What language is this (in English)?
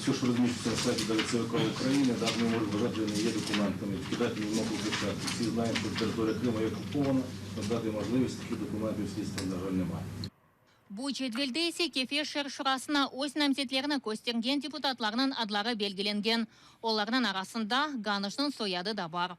Crimean Tatar